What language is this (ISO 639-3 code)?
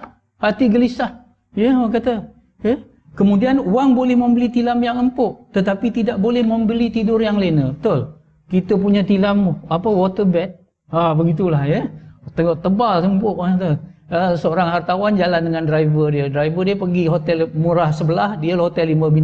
msa